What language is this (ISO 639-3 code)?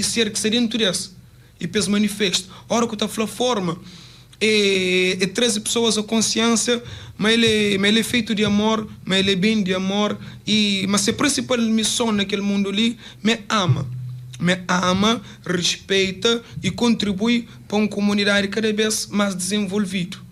kea